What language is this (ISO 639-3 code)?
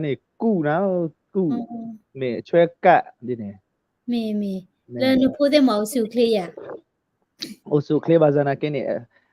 ksw